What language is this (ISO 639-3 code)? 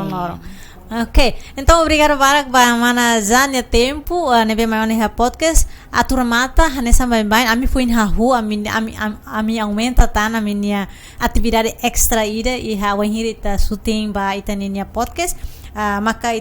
tet